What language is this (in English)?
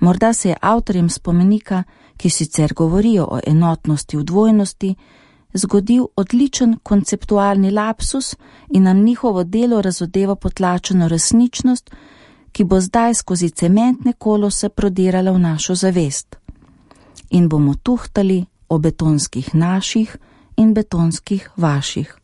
Slovenian